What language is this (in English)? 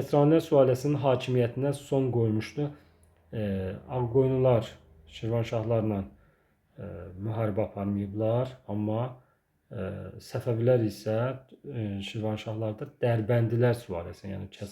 Azerbaijani